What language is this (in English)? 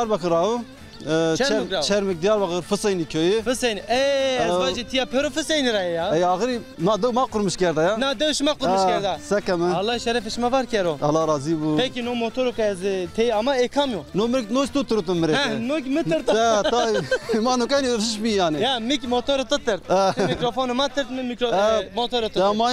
Zaza